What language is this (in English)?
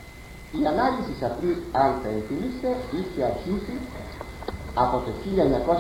Greek